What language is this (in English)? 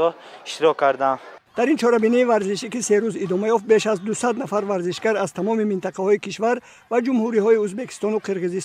Tajik